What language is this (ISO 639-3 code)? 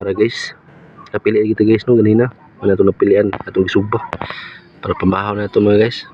ceb